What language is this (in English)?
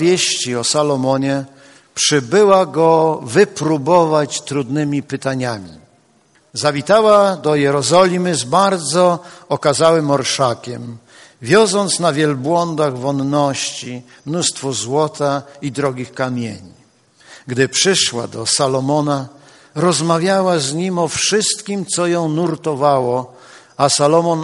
Polish